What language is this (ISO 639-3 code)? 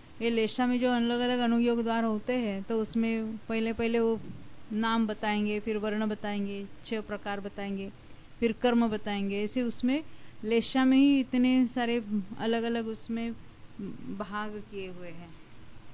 hin